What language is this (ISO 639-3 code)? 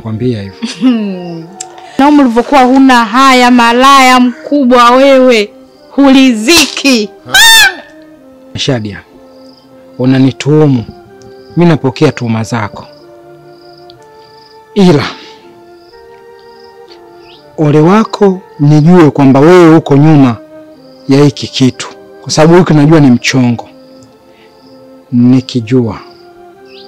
swa